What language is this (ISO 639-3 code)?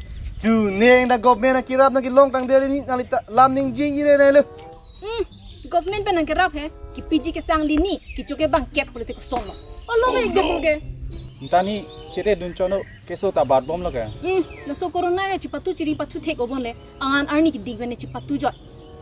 mjw